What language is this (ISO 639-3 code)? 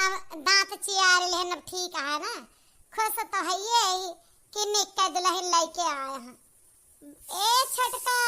awa